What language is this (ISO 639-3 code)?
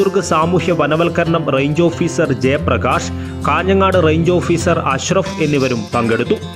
mal